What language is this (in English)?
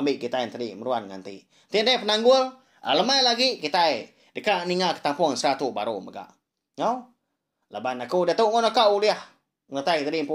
Iban